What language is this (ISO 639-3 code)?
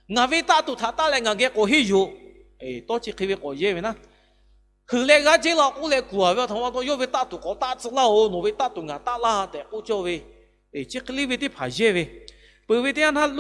lhu